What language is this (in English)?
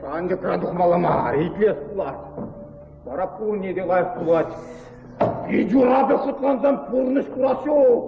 Chuvash